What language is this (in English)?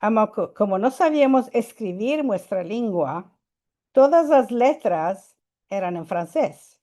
Ladino